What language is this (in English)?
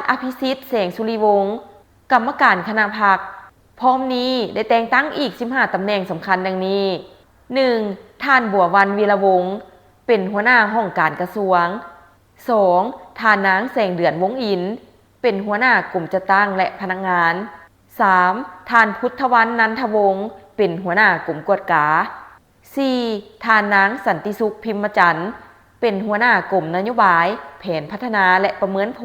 Lao